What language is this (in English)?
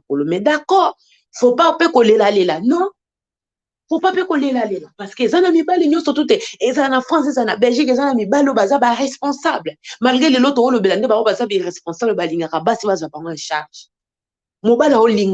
Lingala